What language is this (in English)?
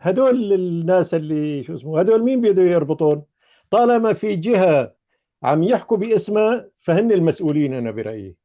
North Levantine Arabic